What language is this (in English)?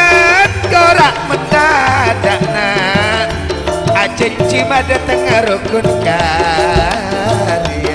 Madurese